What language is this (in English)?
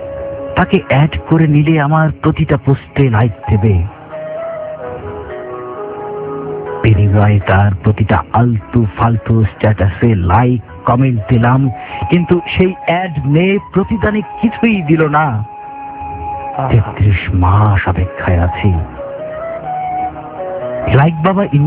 Bangla